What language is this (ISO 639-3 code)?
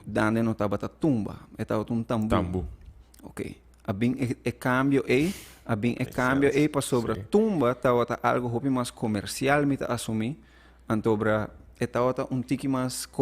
pap